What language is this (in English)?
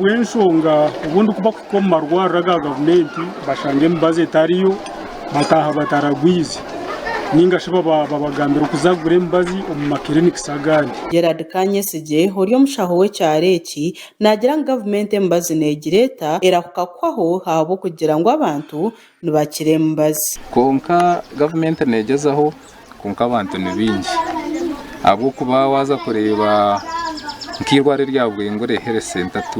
Nyankole